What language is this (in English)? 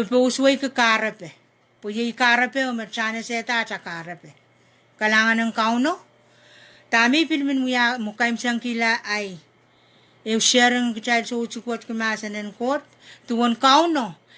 Pohnpeian